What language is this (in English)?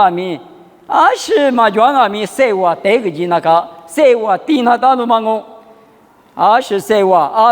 Lisu